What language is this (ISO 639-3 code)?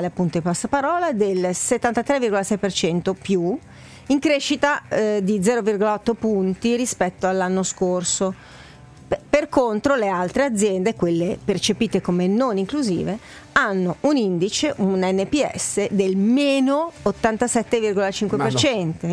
ita